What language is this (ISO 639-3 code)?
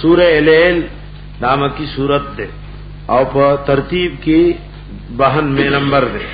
pus